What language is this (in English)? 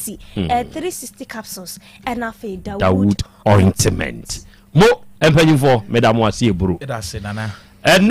Akan